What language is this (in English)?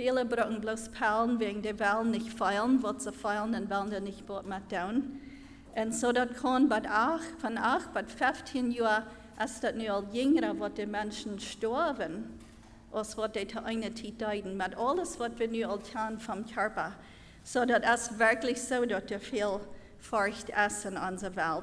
Plautdietsch